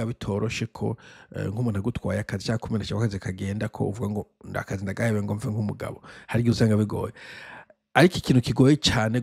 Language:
Rundi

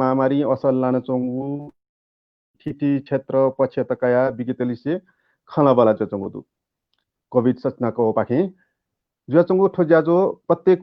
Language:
Newari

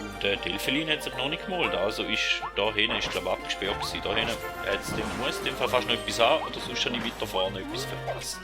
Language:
Swiss German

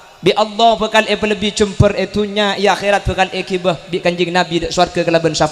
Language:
Madurese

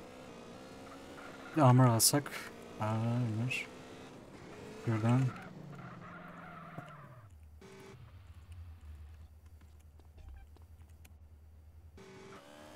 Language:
Turkish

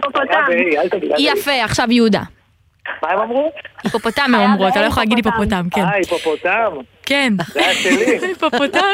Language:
Hebrew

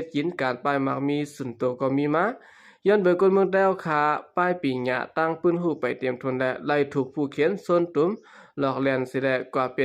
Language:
Shan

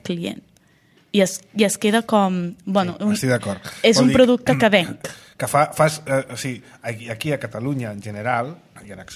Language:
Catalan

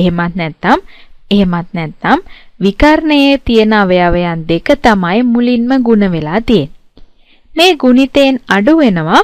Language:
Sinhala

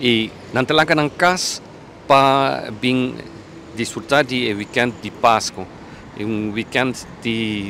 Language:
Papiamento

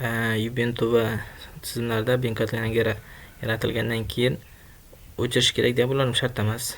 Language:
Uzbek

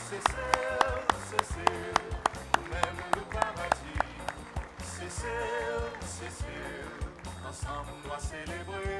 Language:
Seselwa Creole French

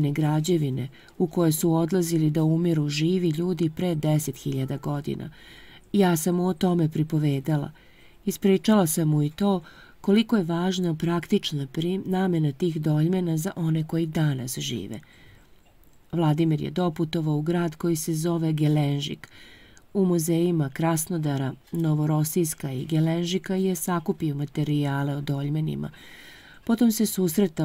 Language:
Serbian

